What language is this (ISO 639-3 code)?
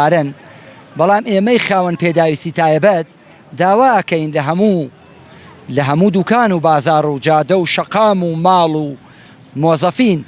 ckb